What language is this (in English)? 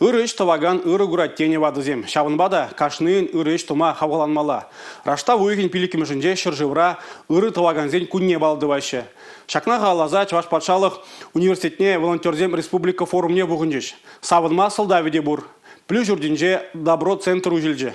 Chuvash